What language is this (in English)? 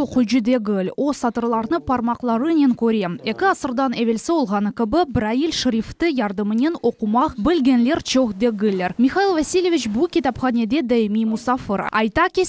Crimean Tatar